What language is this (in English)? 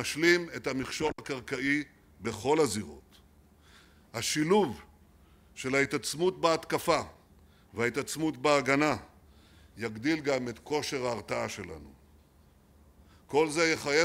Hebrew